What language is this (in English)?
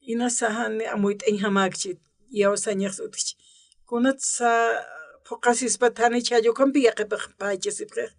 Aymara